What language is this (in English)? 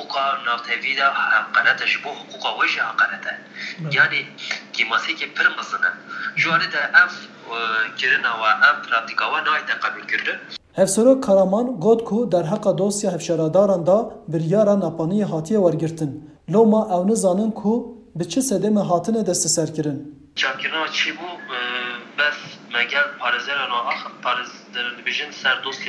Kurdish